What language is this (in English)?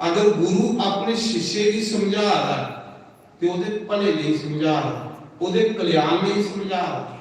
Dogri